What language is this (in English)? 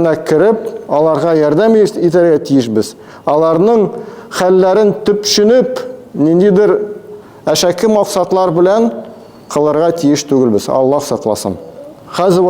Tatar